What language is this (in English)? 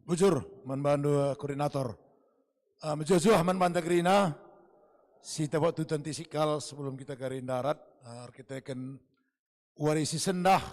Batak Karo